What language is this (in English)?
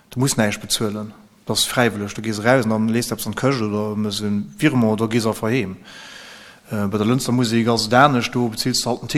Luxembourgish